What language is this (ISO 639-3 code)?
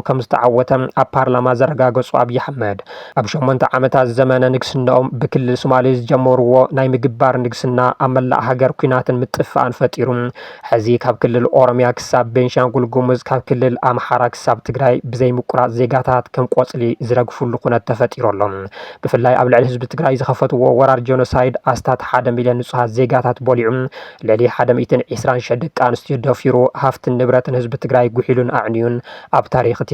tir